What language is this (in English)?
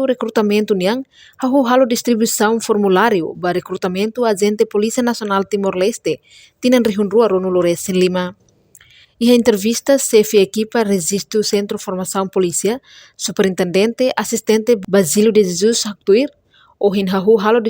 Tetum